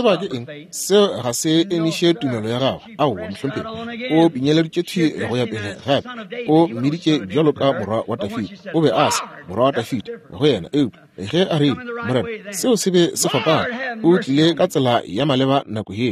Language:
Northern Sotho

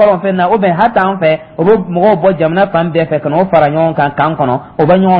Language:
Dyula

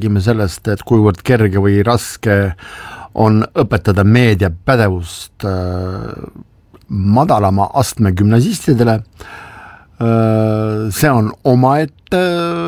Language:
Estonian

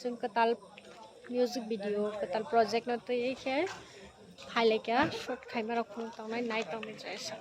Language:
Kok Borok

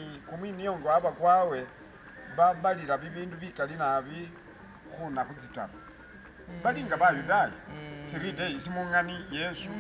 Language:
Masaaba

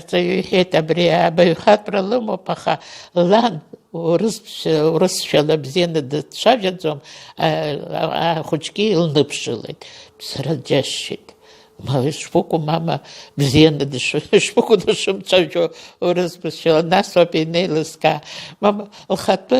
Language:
Abkhazian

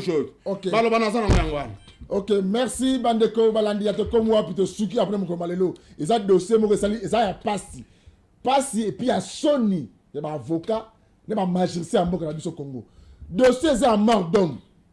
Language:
Lingala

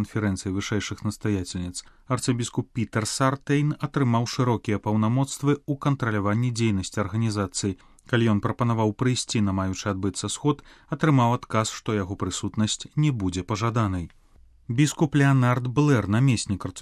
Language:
Belarusian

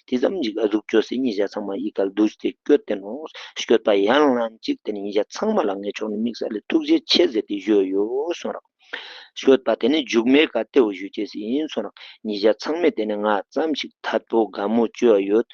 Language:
Ladakhi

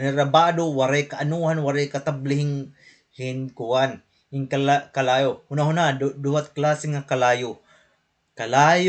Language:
Waray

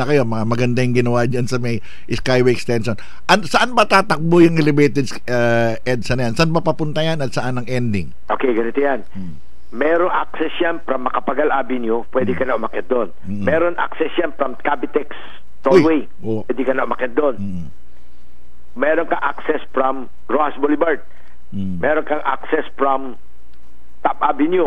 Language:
Filipino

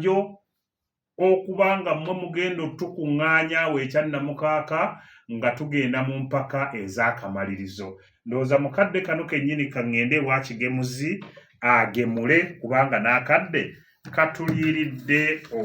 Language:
Ganda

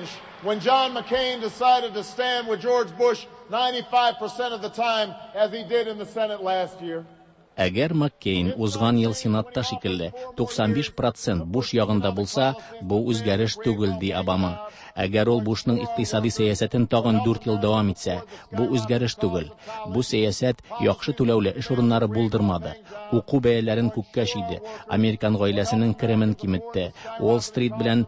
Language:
Tatar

